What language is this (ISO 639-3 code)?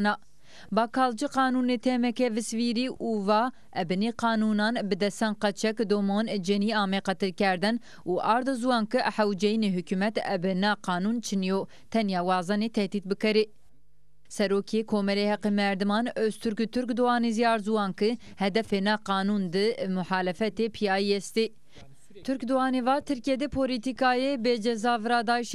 zza